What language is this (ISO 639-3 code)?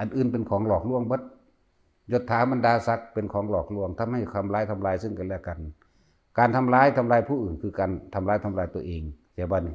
lao